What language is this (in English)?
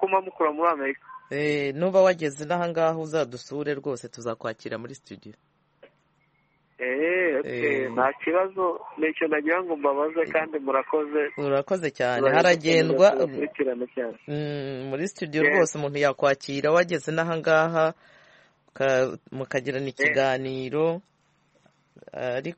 Kinyarwanda